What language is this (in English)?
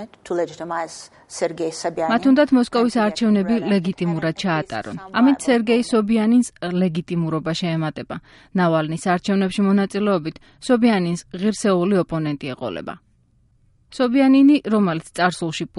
Georgian